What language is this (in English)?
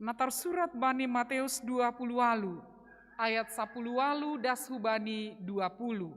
Batak Simalungun